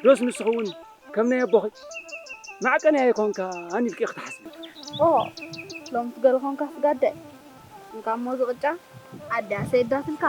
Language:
Tigrinya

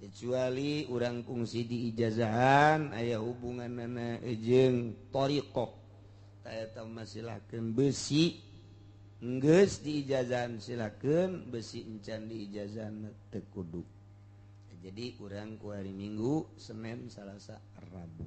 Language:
Sundanese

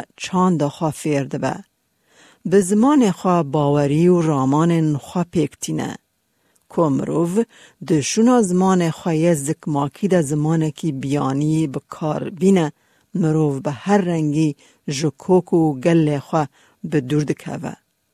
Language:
Kurdish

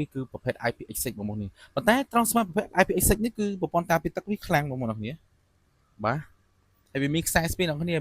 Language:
Khmer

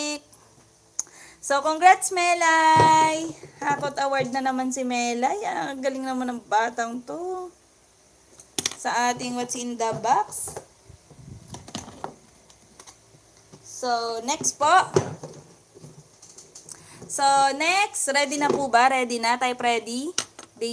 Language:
Filipino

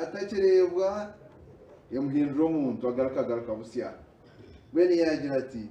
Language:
Nyankole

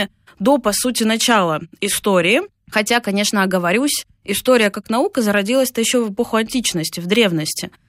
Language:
Russian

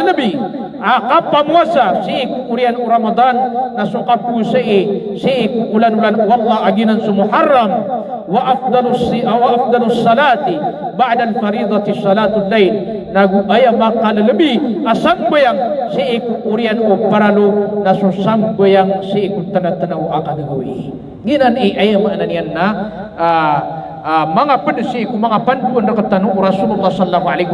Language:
Maranao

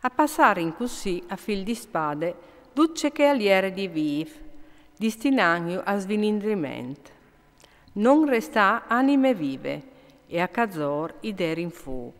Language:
Friulian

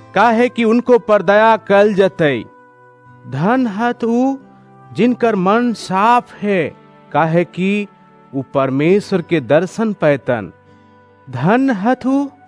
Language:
Bhojpuri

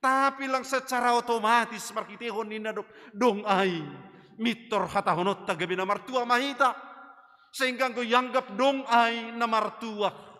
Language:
Batak Simalungun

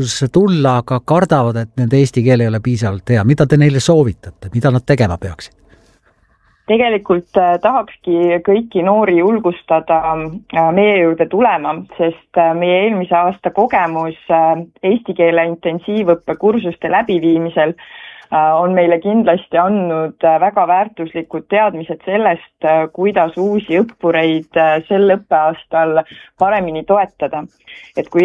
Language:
Estonian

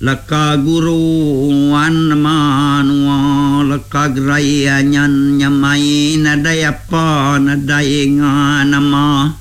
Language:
Iban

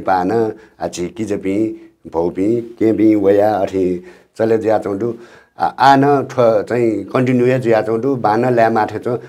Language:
Newari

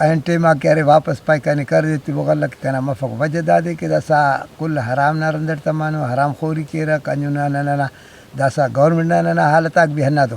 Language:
Brahui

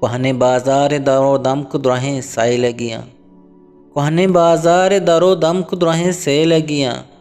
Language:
Eastern Balochi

